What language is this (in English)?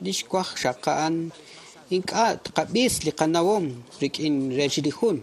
Kekchí